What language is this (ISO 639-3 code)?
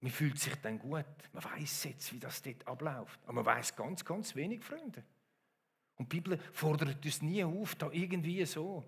gsw